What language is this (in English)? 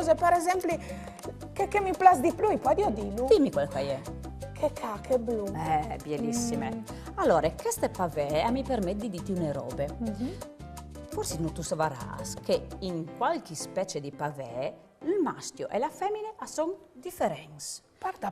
Friulian